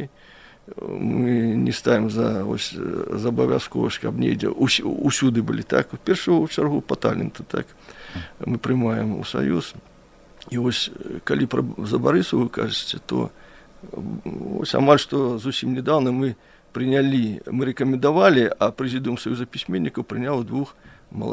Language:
Belarusian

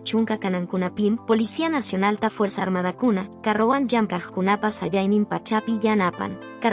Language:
Quechua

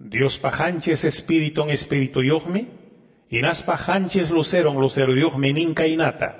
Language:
Quechua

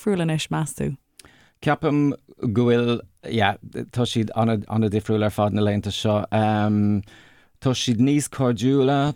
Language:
Irish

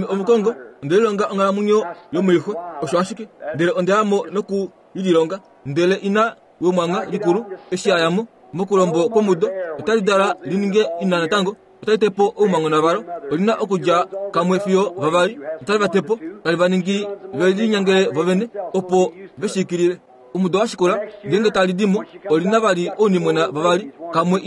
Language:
Kuanyama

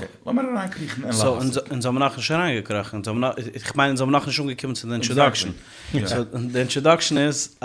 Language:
Yiddish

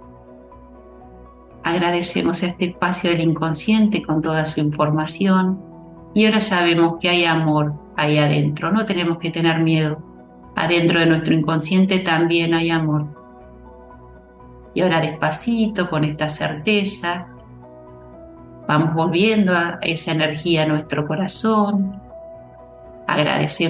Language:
Spanish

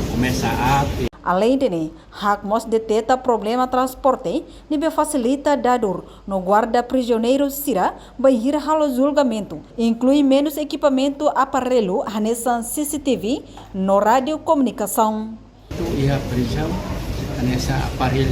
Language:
Tetum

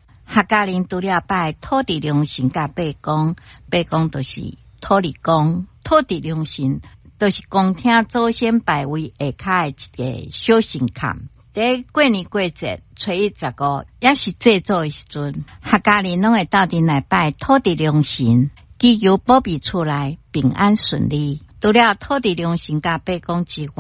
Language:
Min Nan Chinese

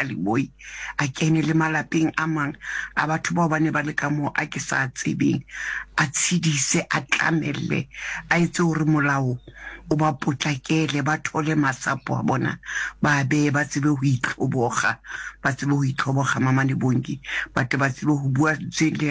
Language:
Southern Sotho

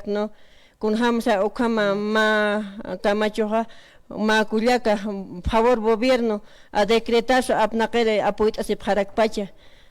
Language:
Aymara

